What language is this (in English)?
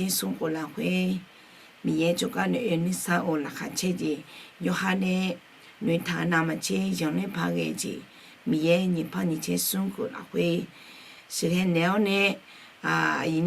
Akha